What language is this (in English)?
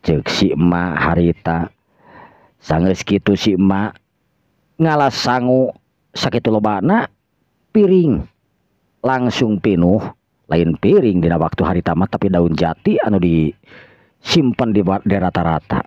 Sundanese